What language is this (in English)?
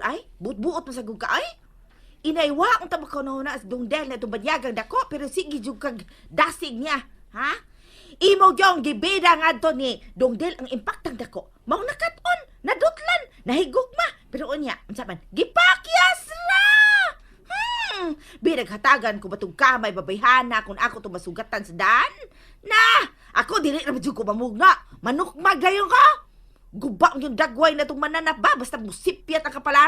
Cebuano